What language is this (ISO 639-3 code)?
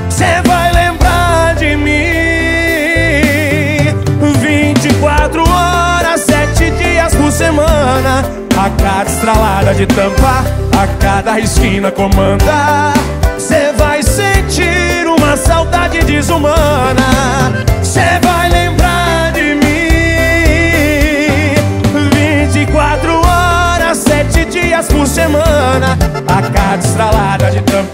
por